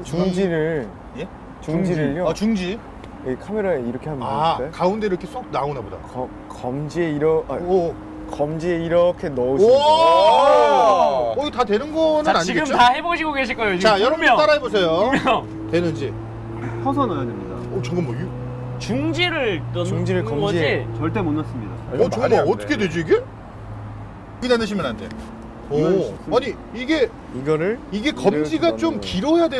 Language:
Korean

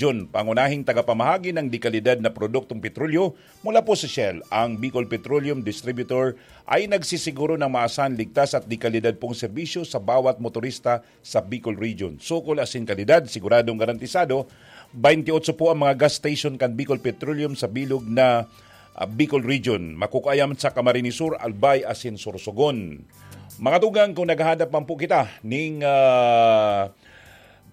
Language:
Bikol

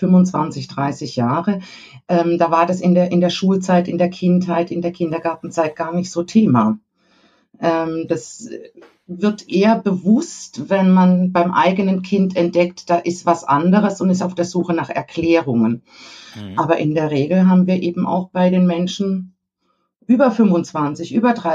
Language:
German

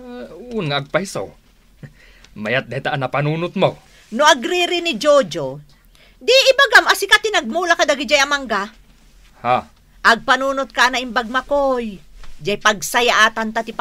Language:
Iloko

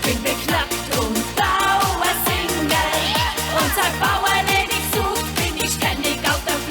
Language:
Swiss German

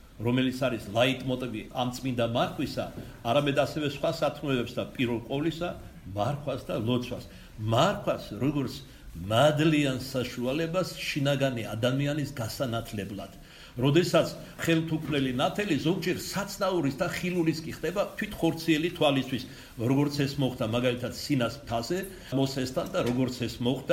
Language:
Georgian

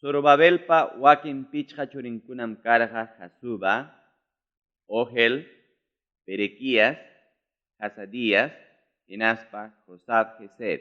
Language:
Ayacucho Quechua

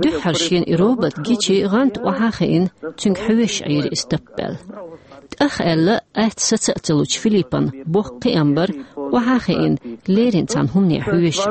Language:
Chechen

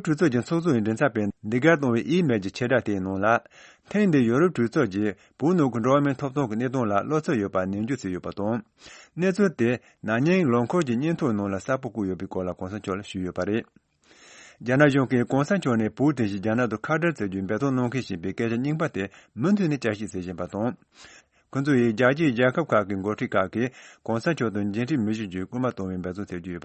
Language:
Tibetan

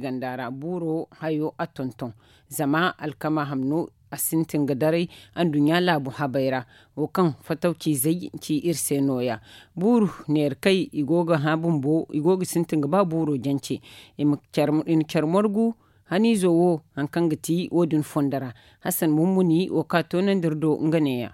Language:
Zarma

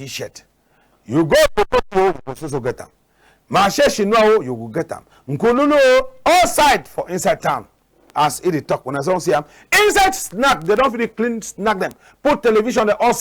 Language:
Cameroon Pidgin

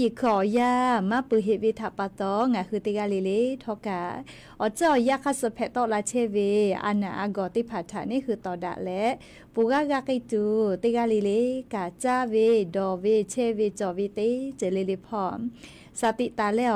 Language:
Lahu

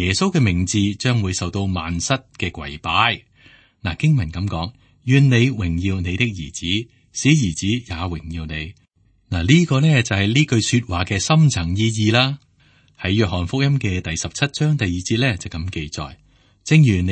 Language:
Cantonese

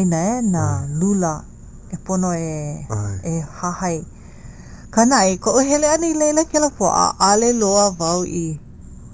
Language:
Hawaiian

